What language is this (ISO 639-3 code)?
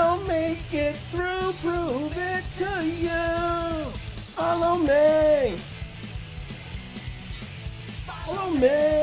eng